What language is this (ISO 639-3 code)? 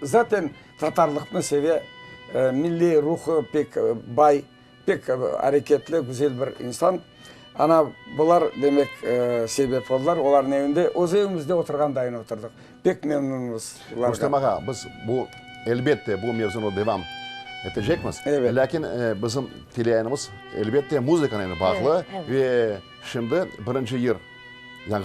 crh